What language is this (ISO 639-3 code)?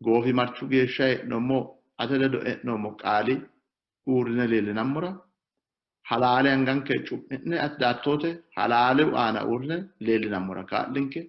sid